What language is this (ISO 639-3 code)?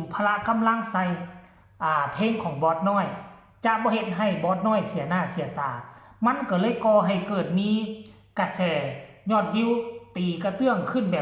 tts